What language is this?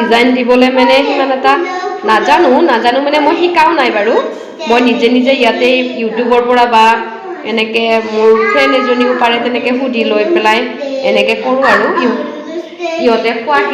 Assamese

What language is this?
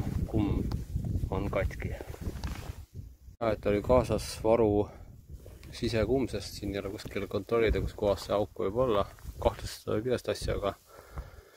Estonian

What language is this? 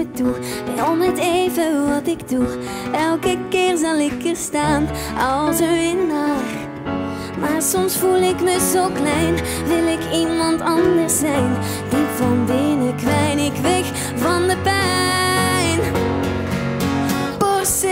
Dutch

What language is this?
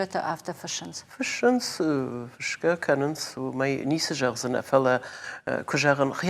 Ossetic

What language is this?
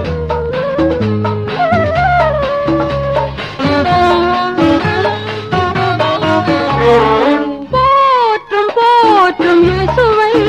Tamil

